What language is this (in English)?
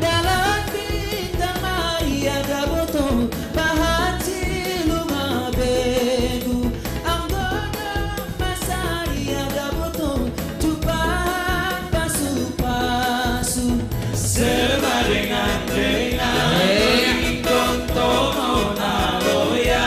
Batak Simalungun